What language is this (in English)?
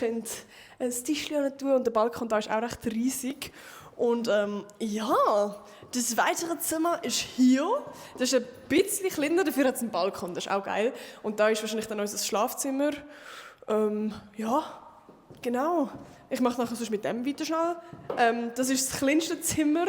Swiss German